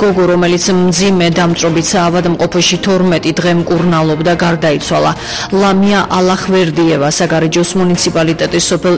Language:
Georgian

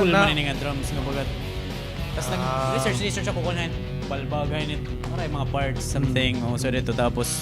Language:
Waray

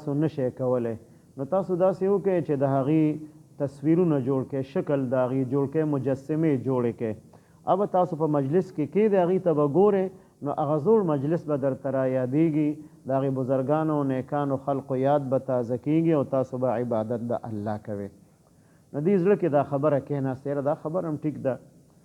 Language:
Pashto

